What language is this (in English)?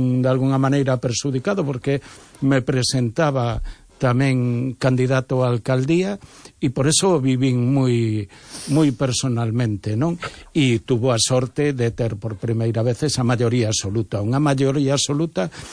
Galician